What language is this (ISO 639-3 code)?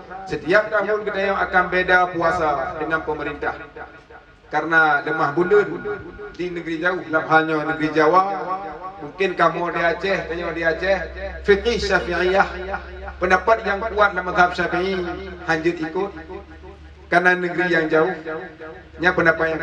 ace